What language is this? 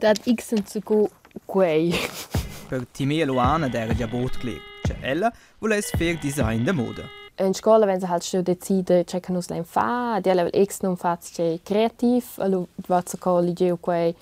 Romansh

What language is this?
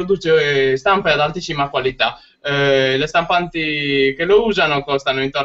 Italian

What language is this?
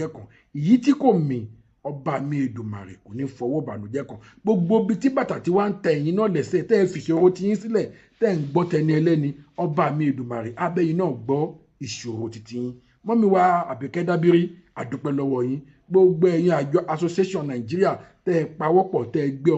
Yoruba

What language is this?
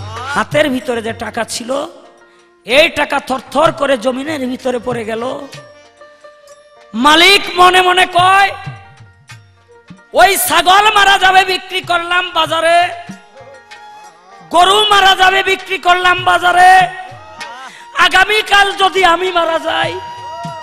Bangla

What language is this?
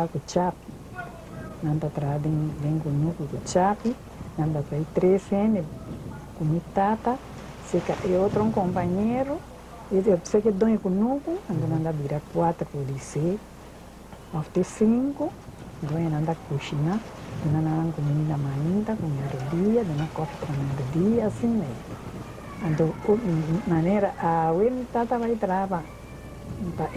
Papiamento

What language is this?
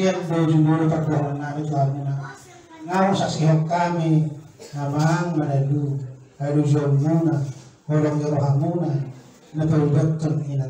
Batak Toba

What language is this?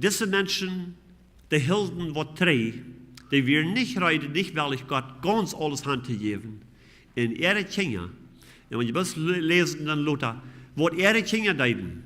Plautdietsch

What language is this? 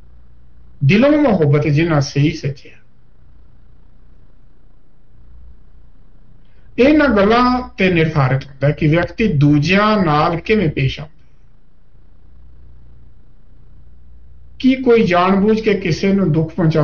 Punjabi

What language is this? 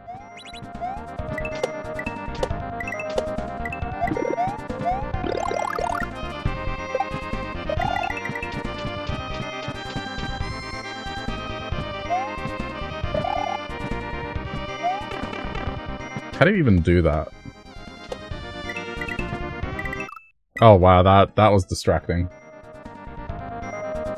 English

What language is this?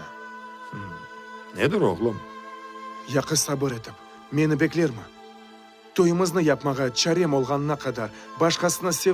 Crimean Tatar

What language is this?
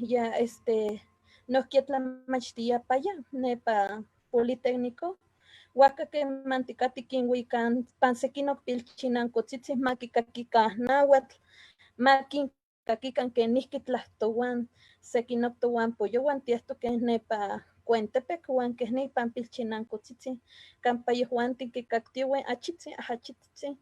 Eastern Huasteca Nahuatl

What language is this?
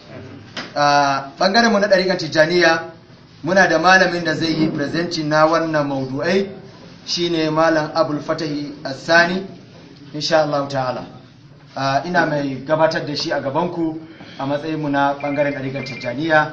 Hausa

